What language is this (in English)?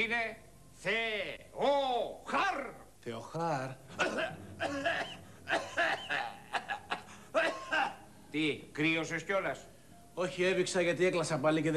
Greek